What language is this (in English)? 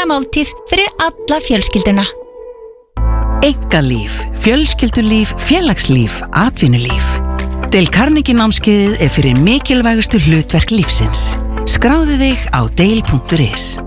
Icelandic